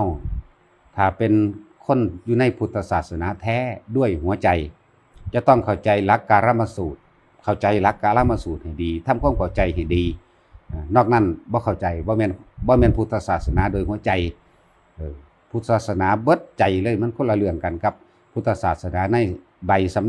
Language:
Northeastern Thai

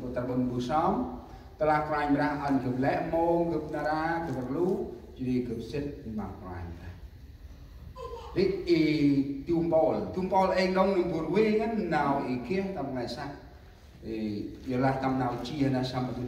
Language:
Central Mnong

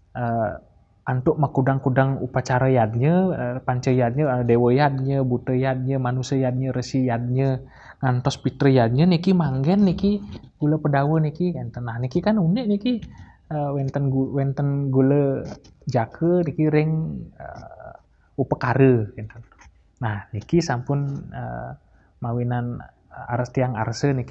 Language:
Balinese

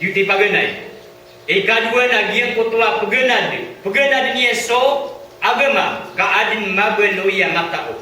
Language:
Maranao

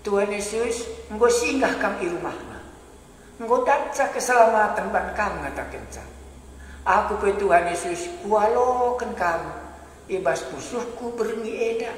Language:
Batak Karo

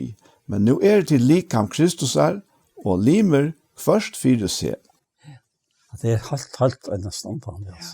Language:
Faroese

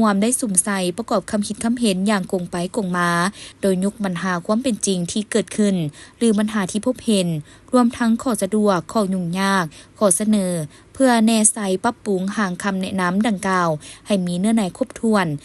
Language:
Lao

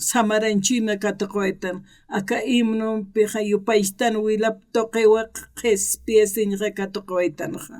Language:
Aymara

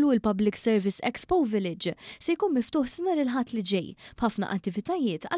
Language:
Maltese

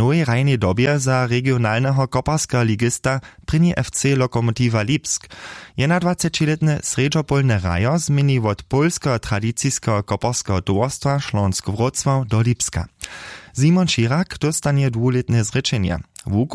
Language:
Upper Sorbian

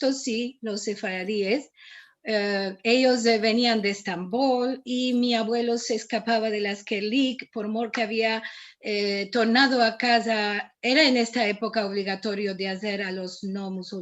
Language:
Ladino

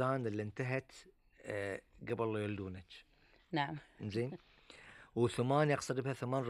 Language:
Gulf Arabic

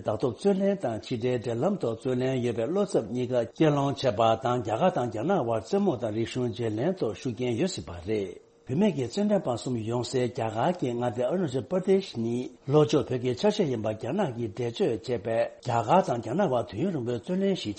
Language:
Tibetan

